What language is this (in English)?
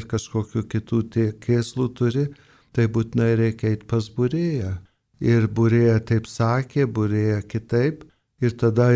Lithuanian